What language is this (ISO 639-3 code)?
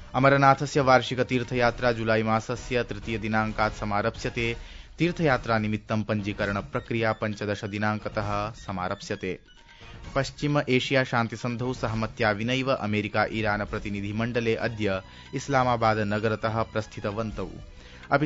san